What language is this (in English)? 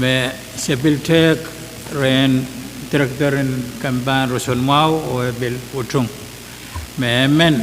Pohnpeian